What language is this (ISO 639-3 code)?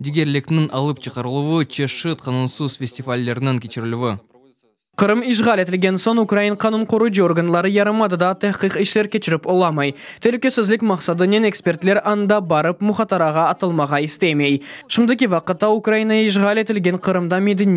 crh